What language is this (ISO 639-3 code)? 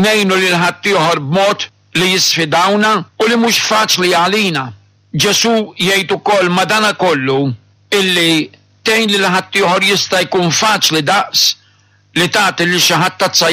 mlt